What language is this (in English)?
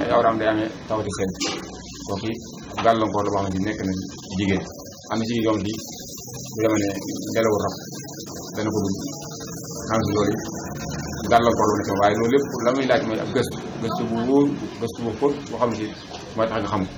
Wolof